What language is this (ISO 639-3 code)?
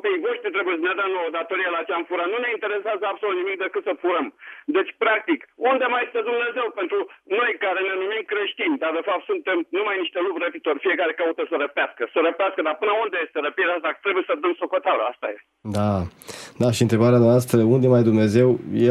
ron